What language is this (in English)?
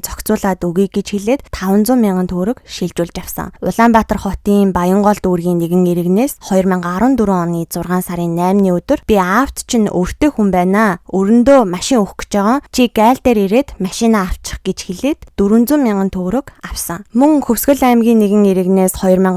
Mongolian